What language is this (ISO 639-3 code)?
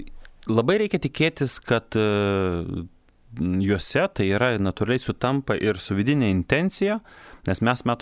lit